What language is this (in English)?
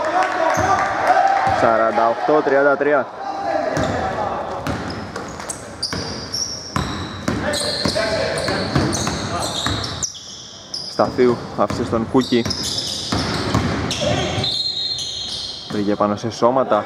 Greek